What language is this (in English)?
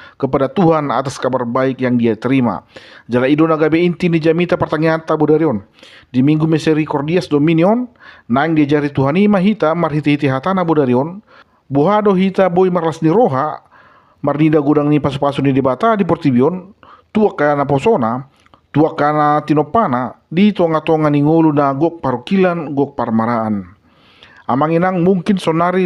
Batak Toba